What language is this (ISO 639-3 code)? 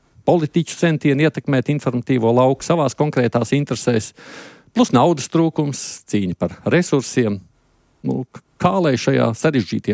lav